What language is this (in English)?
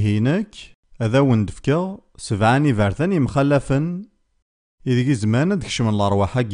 Kabyle